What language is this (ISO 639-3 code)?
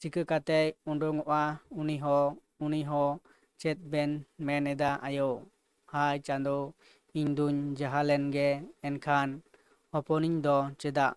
sat